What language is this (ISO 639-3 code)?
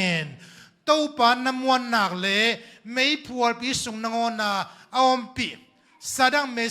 ctd